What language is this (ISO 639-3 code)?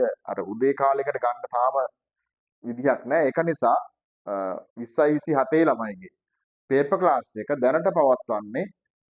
sin